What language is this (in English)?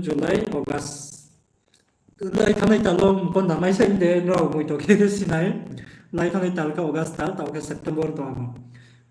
Riang (India)